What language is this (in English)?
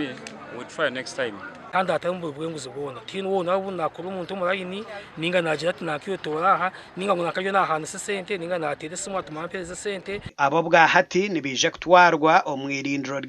Nyankole